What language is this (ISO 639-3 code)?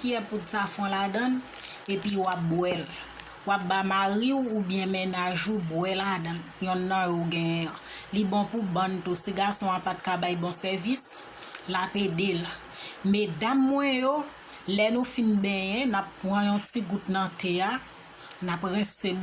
hat